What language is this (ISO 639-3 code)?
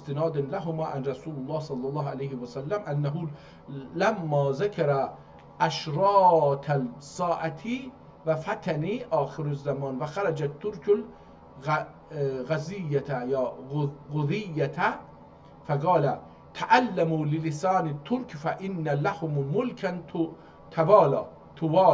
azb